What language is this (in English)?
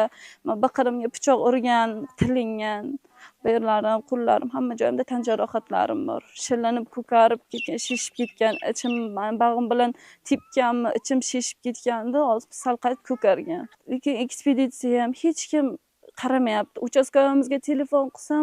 Uzbek